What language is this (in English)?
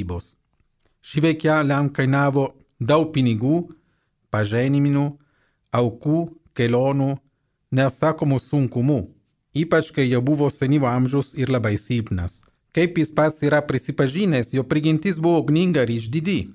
Lithuanian